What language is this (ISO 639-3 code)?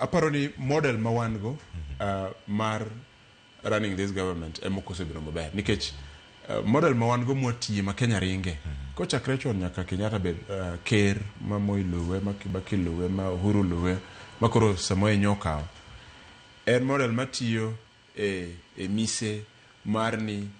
luo